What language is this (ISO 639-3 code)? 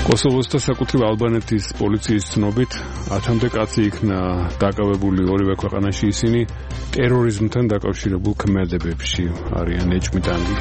kat